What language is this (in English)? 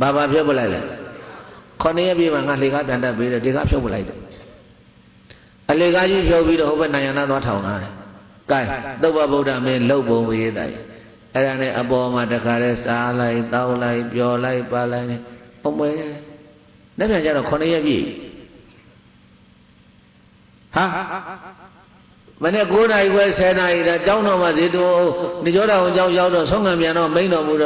Burmese